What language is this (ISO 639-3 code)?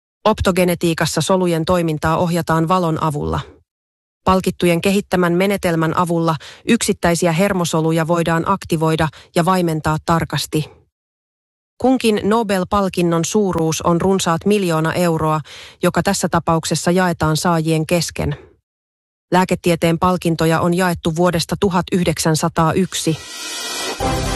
fin